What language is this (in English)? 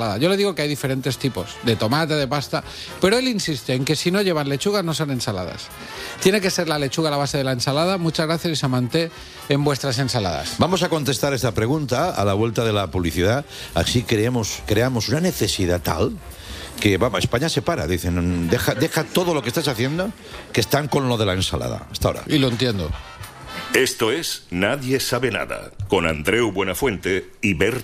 Spanish